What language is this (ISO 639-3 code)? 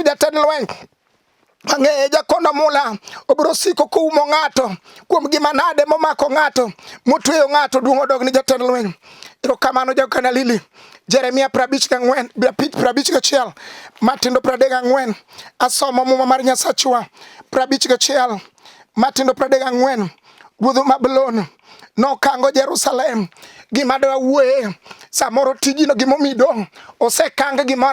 luo